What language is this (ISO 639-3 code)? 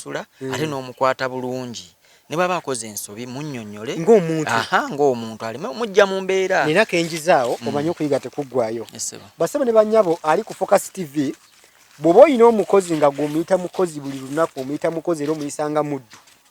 lug